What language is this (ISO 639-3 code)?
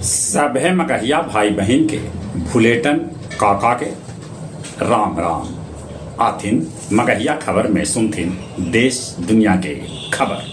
mag